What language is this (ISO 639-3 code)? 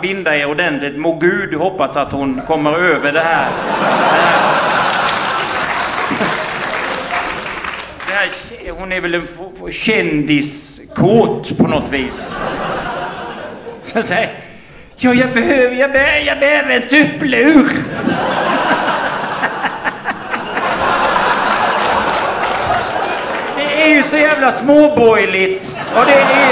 swe